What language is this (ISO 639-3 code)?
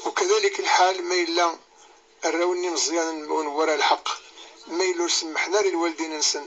kab